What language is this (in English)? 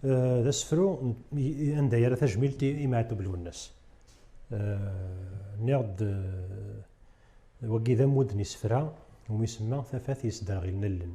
Kabyle